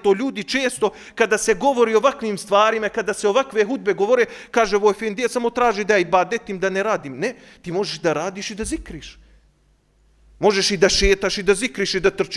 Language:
Bosnian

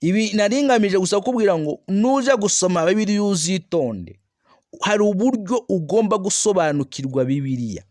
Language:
Kinyarwanda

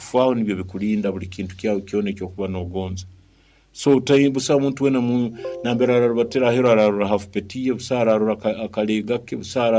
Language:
Nyoro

